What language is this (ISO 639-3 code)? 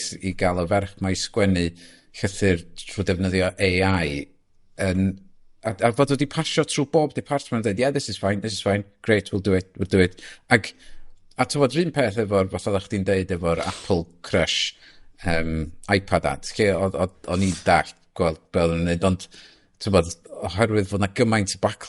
cym